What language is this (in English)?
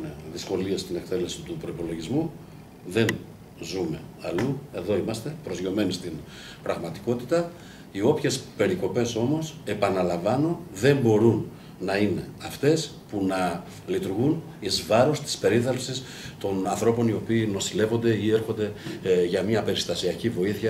Greek